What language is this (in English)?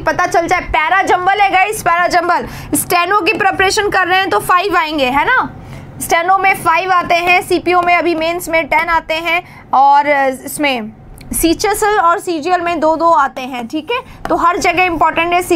Hindi